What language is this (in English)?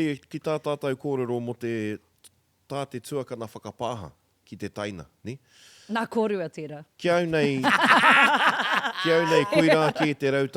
Māori